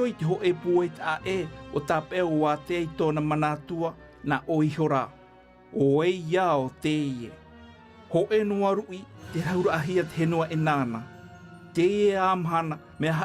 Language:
Tahitian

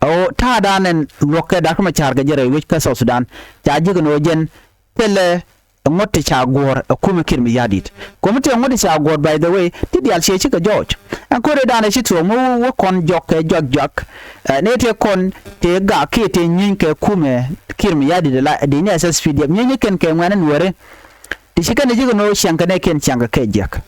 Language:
Nuer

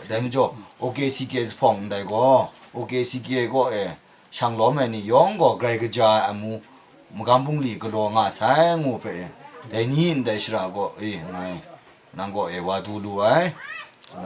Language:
Kachin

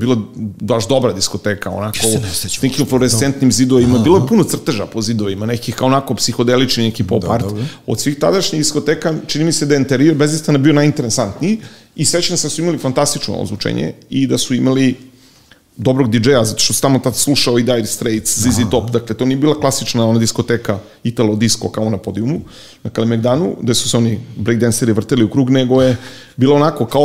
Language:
Serbian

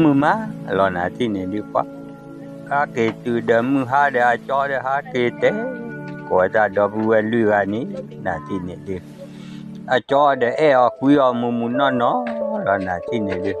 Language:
S'gaw Karen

